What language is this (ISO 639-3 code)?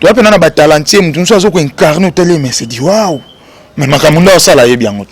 lin